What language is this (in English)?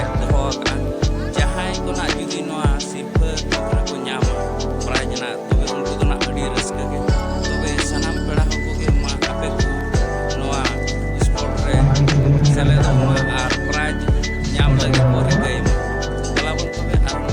Santali